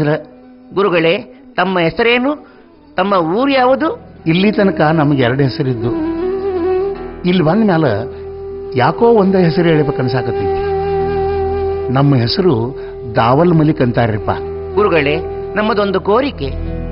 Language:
Kannada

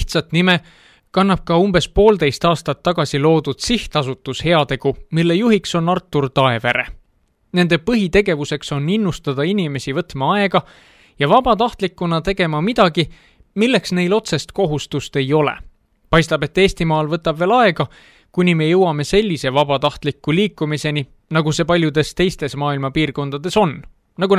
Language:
Estonian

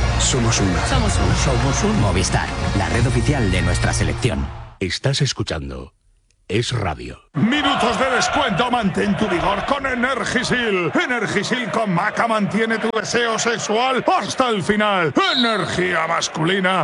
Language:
Spanish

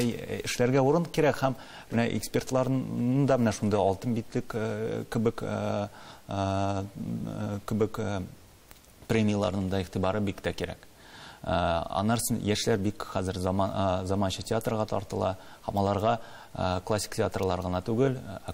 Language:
Tatar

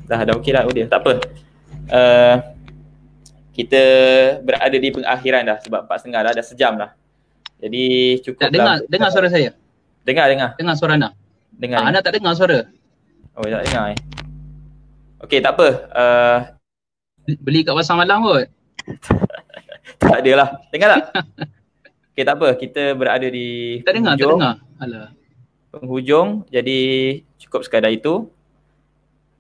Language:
Malay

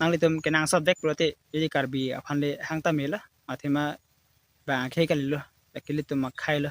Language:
Karbi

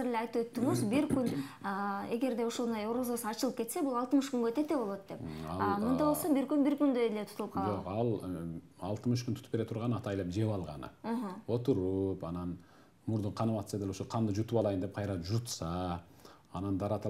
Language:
Kyrgyz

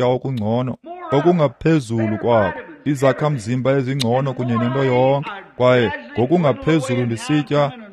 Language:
Xhosa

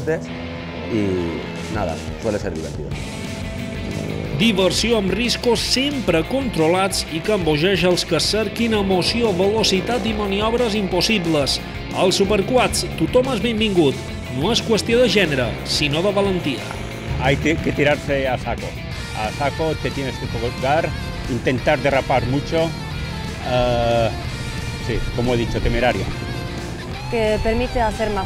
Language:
Catalan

